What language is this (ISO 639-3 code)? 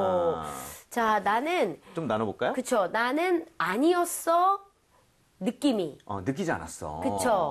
kor